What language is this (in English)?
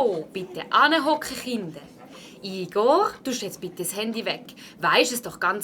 Swiss German